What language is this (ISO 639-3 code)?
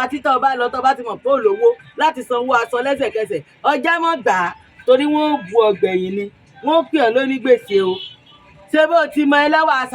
yor